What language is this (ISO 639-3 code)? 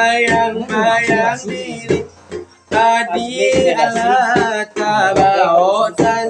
min